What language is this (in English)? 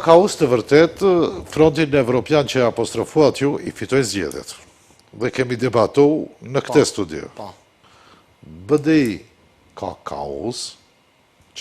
Albanian